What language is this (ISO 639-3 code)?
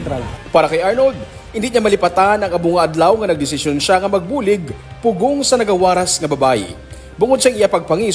hil